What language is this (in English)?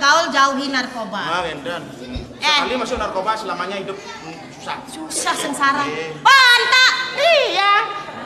Balinese